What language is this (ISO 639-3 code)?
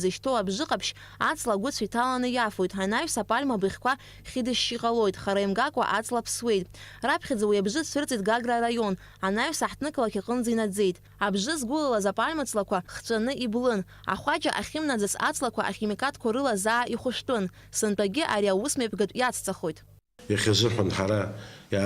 abk